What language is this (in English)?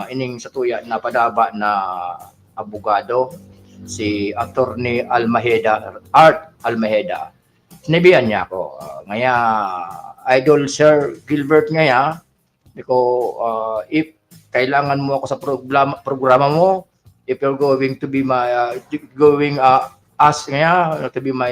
Bikol